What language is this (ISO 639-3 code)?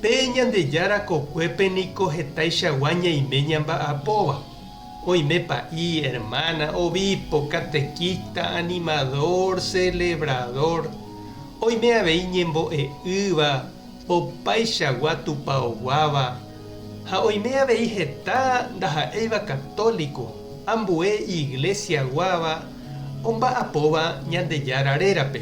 grn